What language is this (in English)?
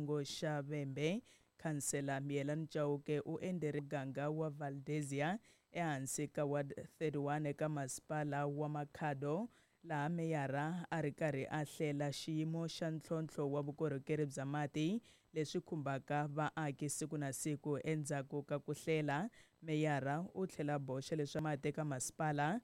Tsonga